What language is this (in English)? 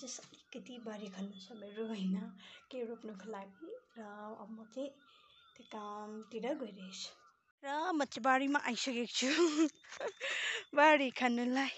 Nepali